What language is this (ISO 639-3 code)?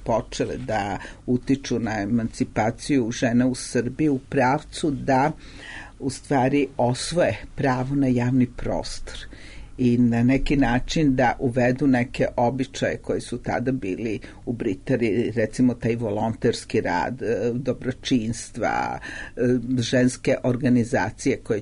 srp